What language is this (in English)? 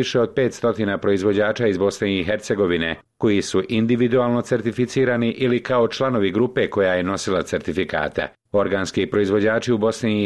Croatian